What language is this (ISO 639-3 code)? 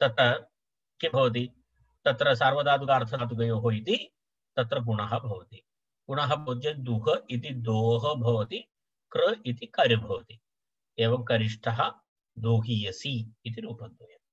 san